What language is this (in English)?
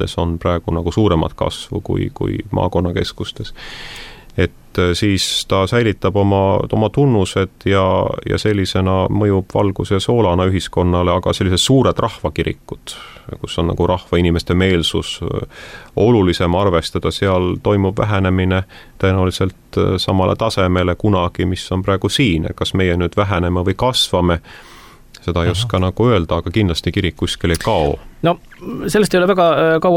Estonian